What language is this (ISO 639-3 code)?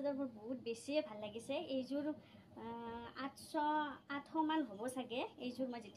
asm